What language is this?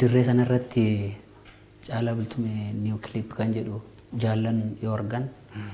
Oromo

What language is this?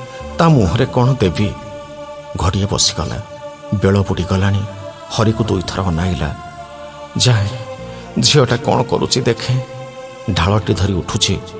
Odia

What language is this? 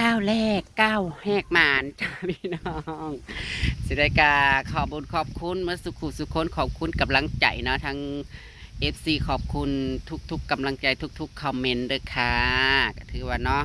Northeastern Thai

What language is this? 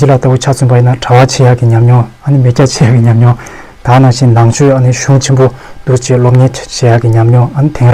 Tibetan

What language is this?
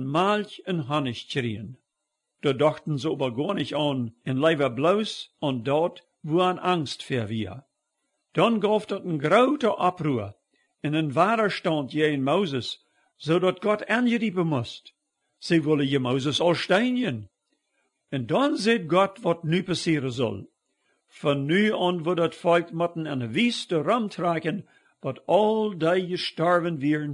Plautdietsch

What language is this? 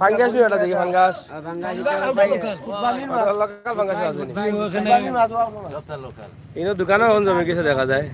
Sylheti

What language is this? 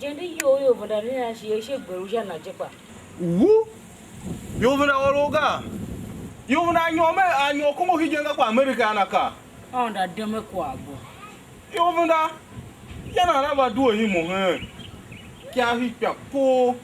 Tiv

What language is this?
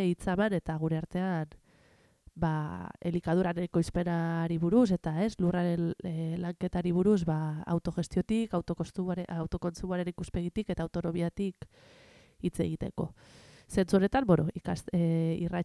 Basque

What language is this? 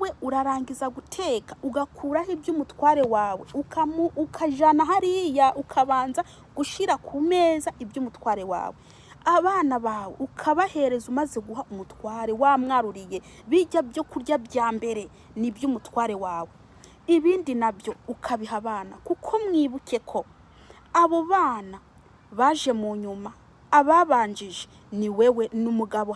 Rundi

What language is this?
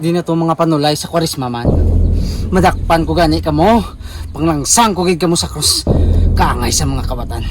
Hiligaynon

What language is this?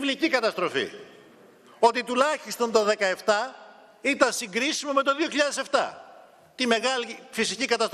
Greek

